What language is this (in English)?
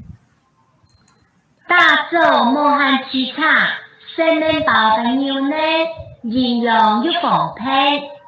Hakka Chinese